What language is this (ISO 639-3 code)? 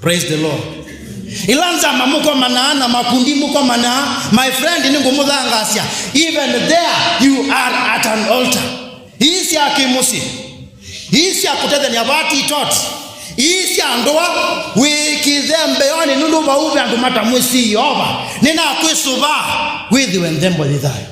kam